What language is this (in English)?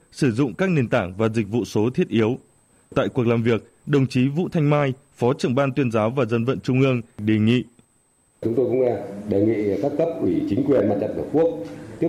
Vietnamese